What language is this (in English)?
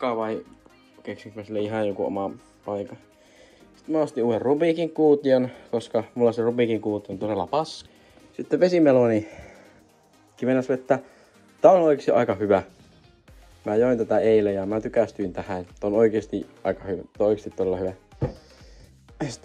Finnish